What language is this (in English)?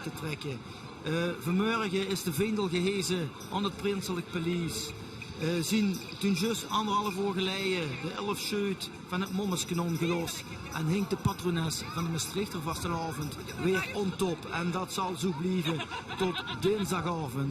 Limburgish